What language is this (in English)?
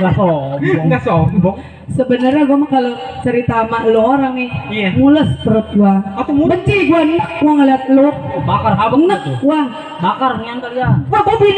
Betawi